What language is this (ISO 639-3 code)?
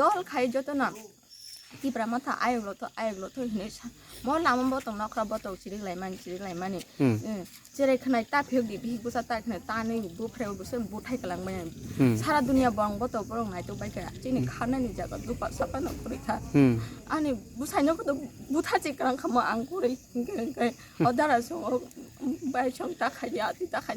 trp